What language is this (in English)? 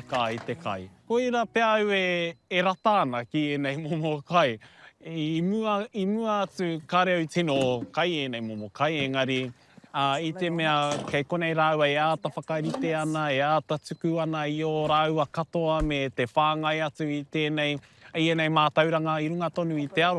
Māori